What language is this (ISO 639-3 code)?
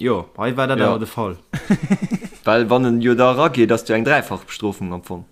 ltz